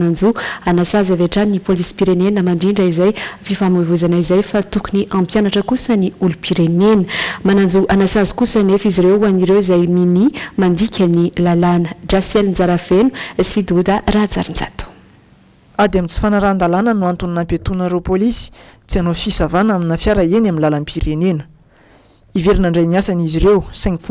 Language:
Malagasy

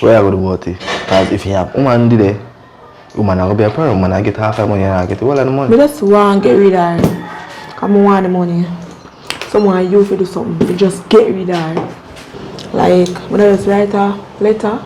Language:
Jamaican Creole English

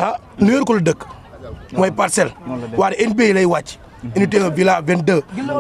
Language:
Wolof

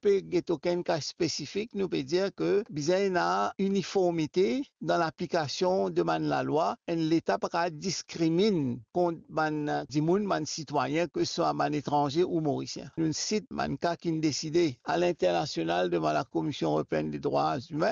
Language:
Morisyen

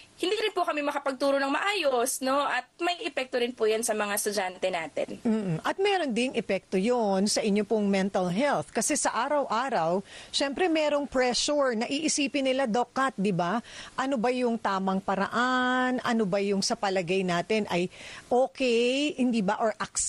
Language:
Filipino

